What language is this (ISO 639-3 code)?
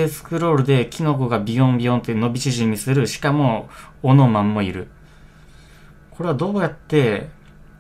jpn